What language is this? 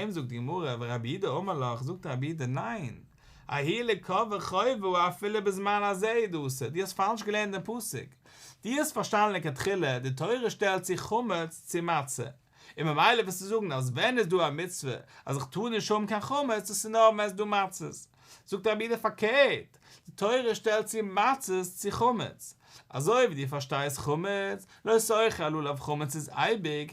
Yiddish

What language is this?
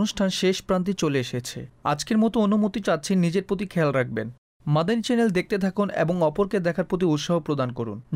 Bangla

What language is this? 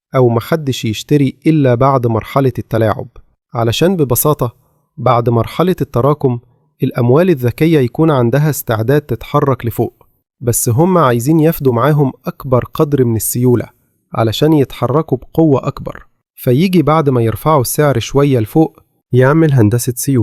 Egyptian Arabic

